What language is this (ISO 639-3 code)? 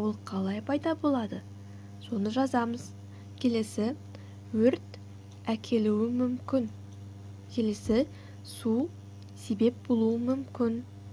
kaz